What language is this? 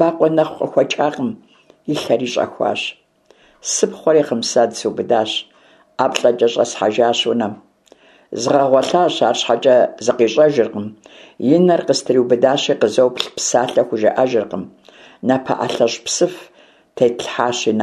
Kabardian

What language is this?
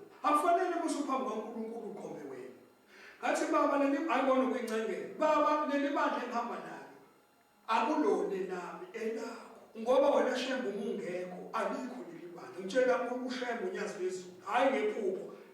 Zulu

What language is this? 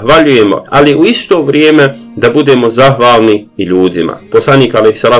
Bosnian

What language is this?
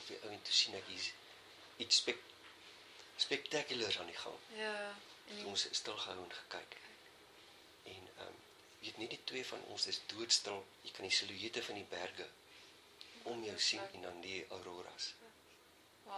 Afrikaans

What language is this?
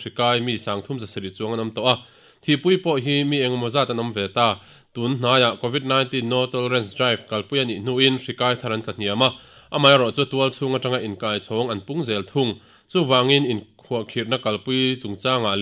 Mizo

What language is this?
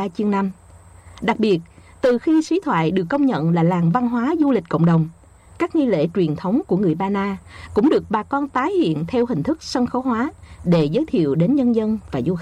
Vietnamese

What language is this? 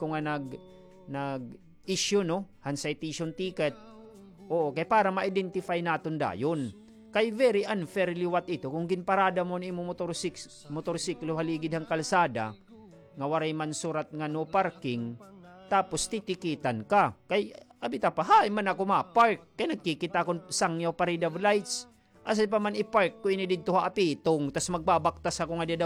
Waray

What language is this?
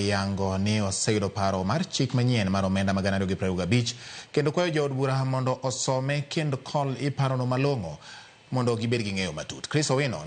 Luo (Kenya and Tanzania)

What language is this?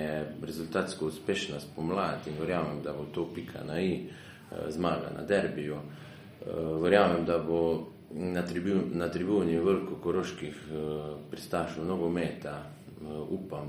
Slovenian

